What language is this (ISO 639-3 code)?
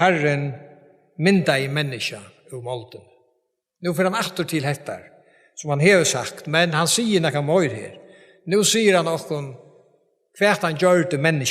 fao